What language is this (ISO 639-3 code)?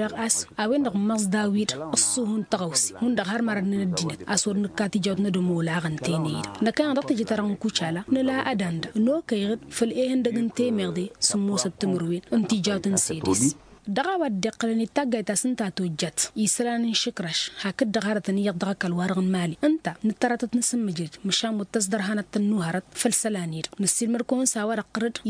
taq